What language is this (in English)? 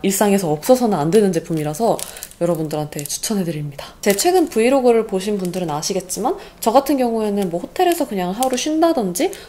Korean